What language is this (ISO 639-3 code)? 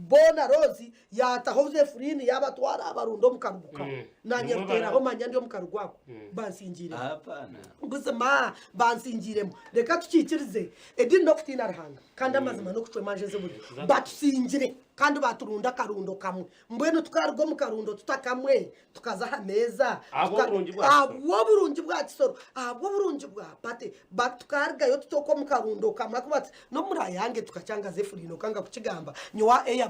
nyn